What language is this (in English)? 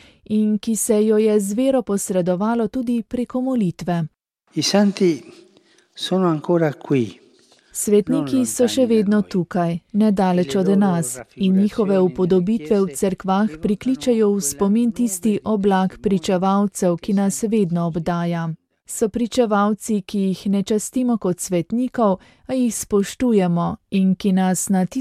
Slovenian